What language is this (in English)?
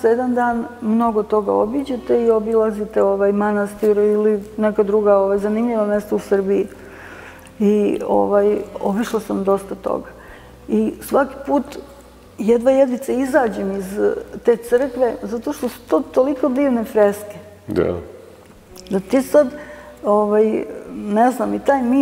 Serbian